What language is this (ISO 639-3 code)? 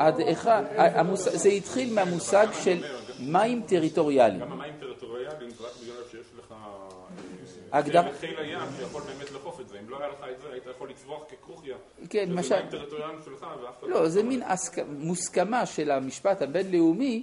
heb